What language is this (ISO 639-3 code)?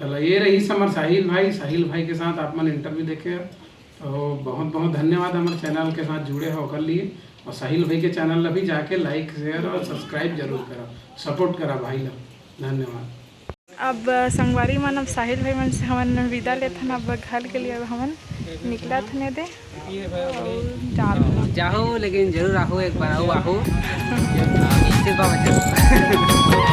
hne